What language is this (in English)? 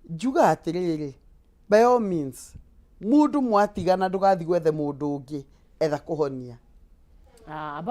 Kikuyu